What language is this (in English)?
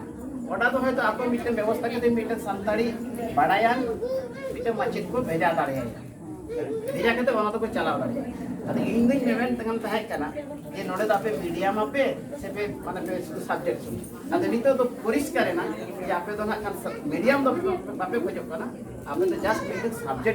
Santali